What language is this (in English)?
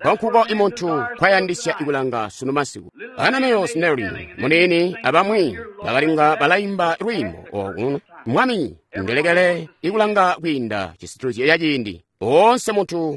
Tonga (Zambia)